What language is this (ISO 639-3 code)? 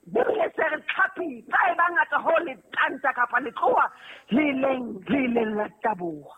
sot